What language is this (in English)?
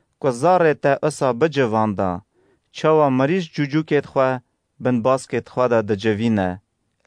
Kurdish